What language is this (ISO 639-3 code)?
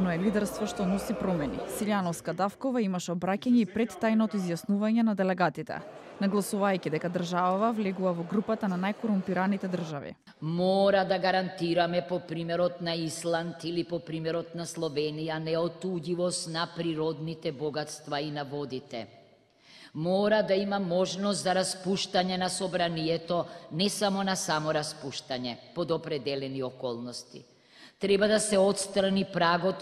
mkd